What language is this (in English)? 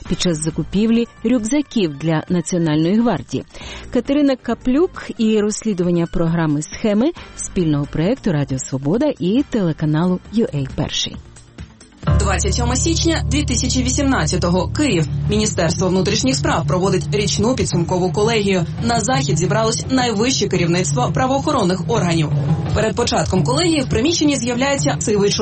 Ukrainian